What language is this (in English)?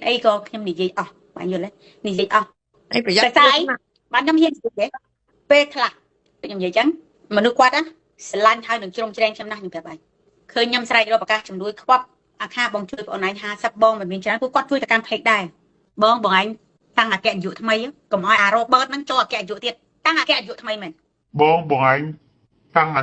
Khmer